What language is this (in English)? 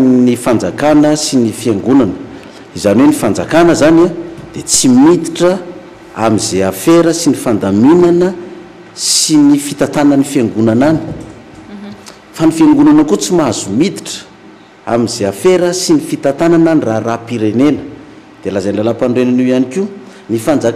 Malagasy